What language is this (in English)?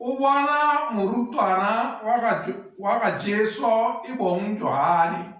Tswana